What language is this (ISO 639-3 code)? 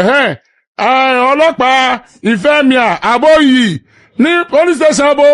yor